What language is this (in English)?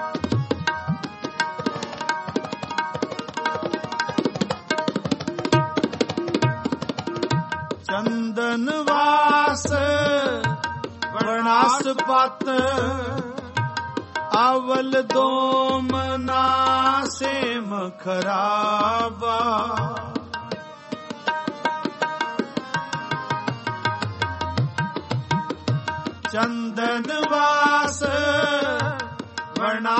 Punjabi